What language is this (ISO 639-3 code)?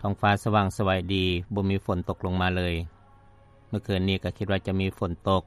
lao